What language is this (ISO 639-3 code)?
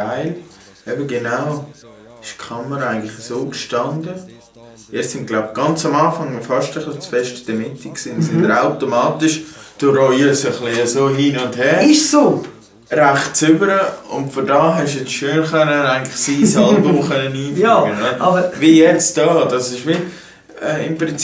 gsw